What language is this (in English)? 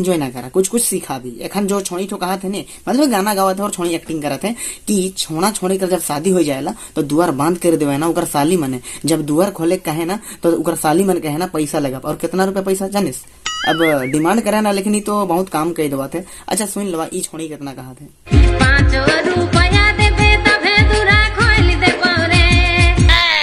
Sadri